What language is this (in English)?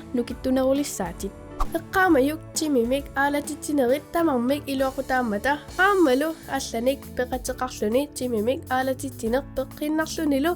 Kalaallisut